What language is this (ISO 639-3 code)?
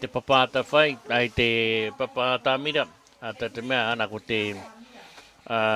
mri